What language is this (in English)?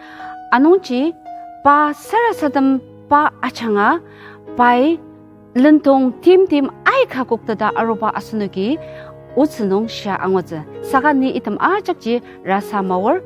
Ao Naga